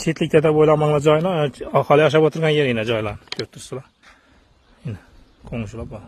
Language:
Uzbek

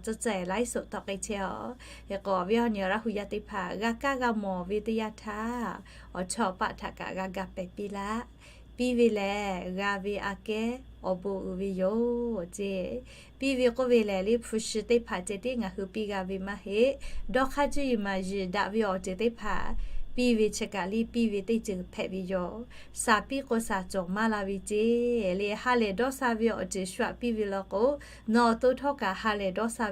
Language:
Lahu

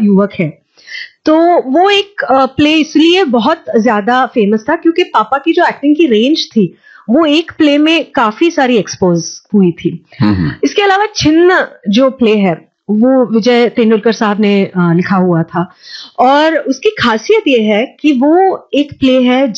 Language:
Hindi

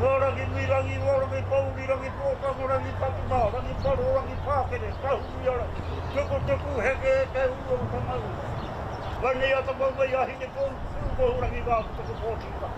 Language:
Māori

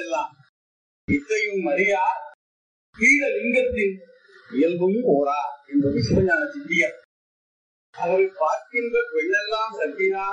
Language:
Tamil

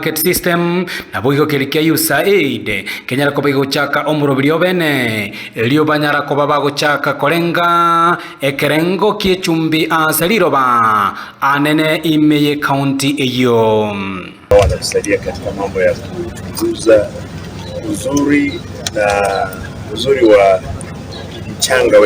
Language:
Gusii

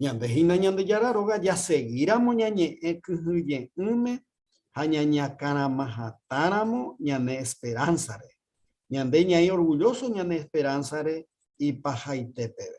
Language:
Guarani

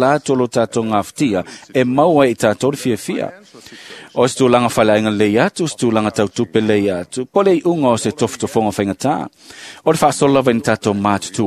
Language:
Samoan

